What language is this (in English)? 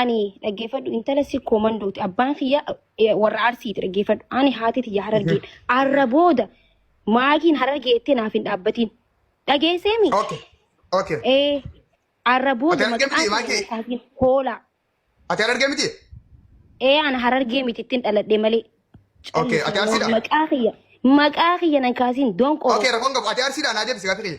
Oromo